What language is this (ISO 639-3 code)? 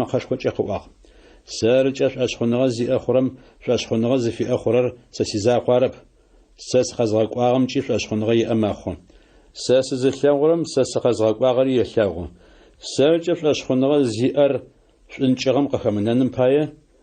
ady